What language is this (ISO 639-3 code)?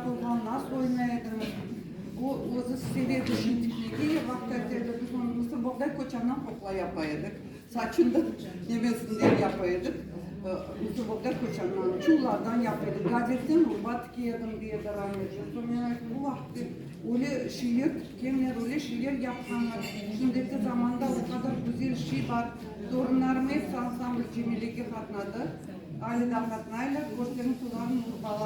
crh